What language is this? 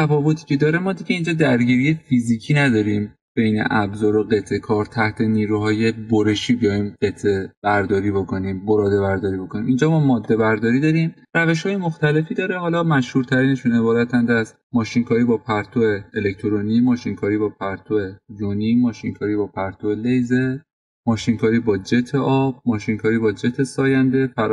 Persian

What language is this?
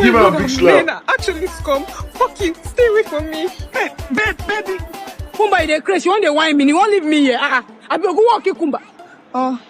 Nigerian Pidgin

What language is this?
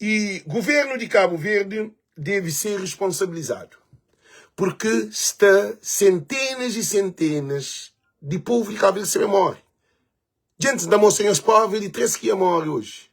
Kabuverdianu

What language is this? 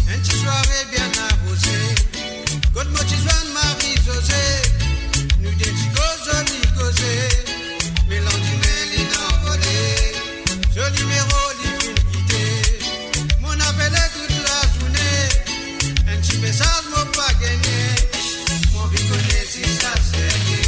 Morisyen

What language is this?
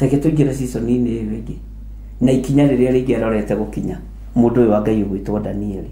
Kikuyu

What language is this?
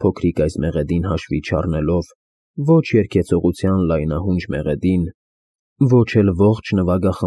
Armenian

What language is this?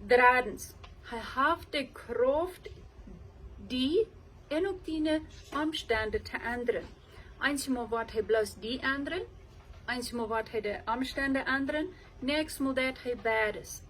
Plautdietsch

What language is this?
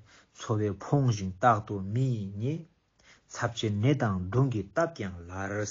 Ladakhi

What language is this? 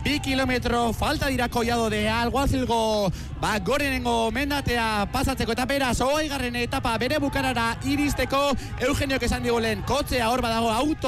Basque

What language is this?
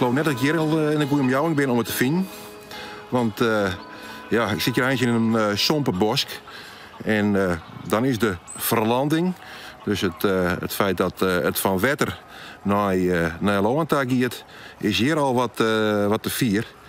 Western Frisian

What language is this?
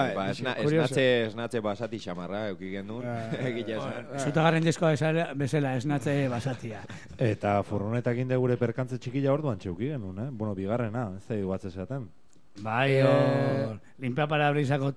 Basque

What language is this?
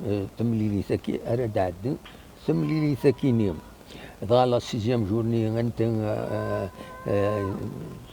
Kabyle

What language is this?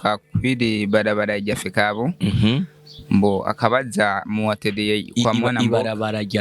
Rundi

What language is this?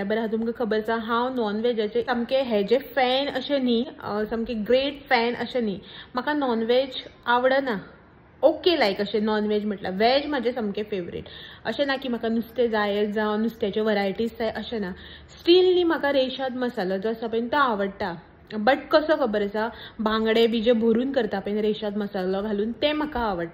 Konkani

